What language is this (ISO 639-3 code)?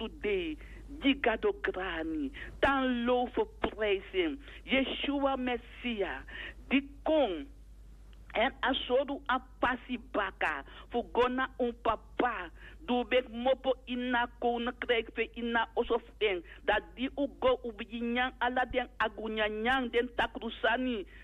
srn